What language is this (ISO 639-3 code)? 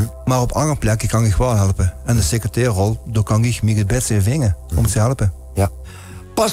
lim